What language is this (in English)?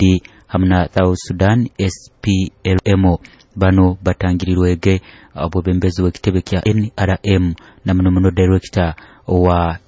Nyoro